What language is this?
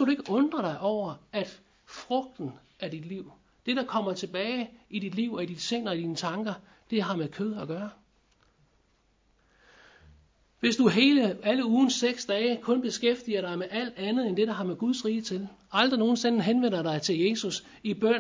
Danish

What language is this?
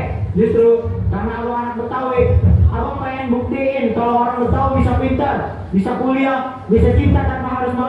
Betawi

